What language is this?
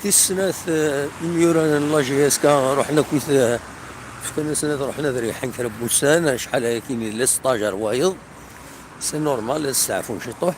Kabyle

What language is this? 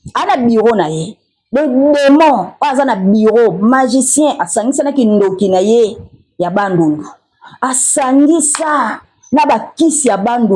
Lingala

